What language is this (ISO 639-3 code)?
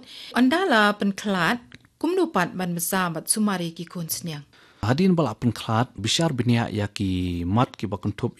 kha